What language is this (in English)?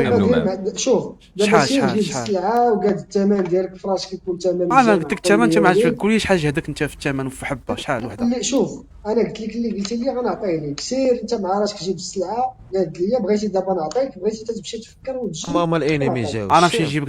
Moroccan Arabic